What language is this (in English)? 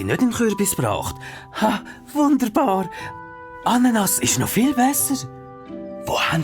Swiss German